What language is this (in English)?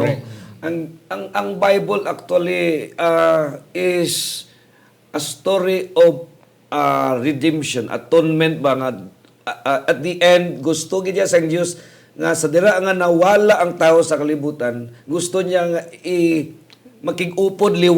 Hiligaynon